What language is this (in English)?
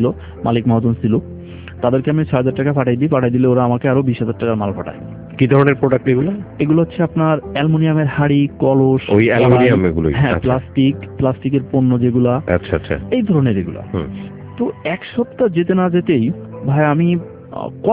Bangla